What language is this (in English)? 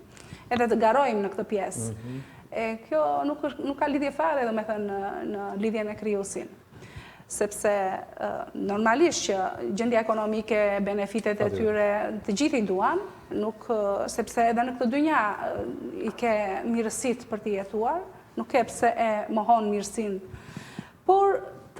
Albanian